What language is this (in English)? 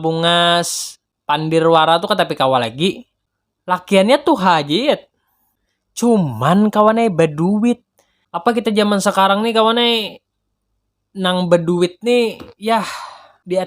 Banjar